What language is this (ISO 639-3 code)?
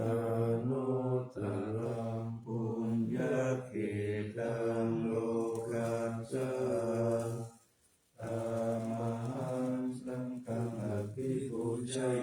pli